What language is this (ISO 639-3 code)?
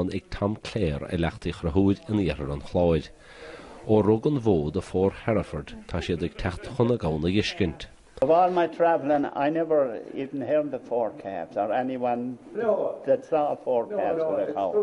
gle